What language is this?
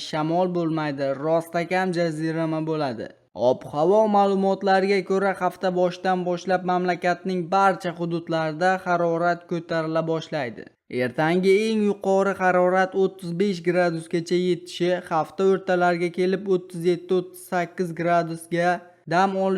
Uzbek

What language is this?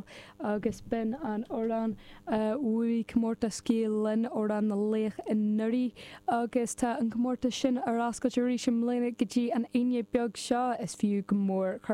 Irish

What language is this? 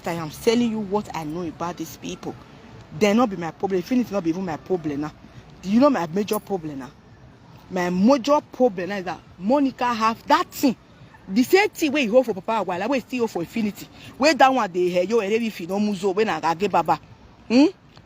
Nigerian Pidgin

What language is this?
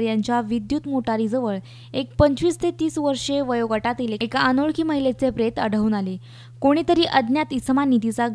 Marathi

